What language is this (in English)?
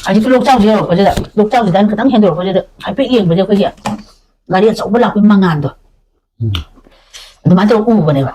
Manipuri